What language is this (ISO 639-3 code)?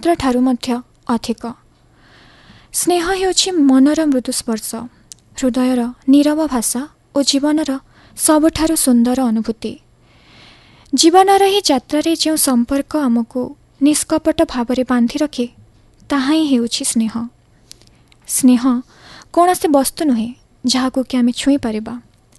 ori